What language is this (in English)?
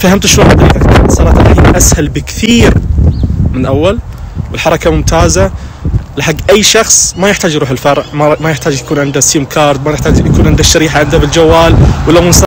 Najdi Arabic